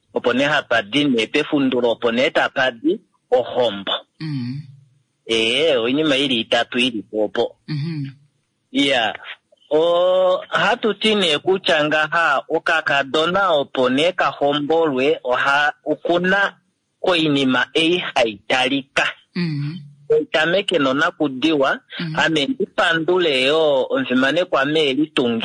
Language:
Kuanyama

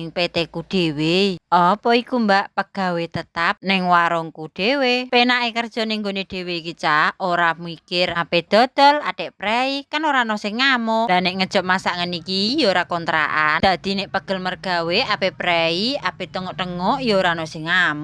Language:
Javanese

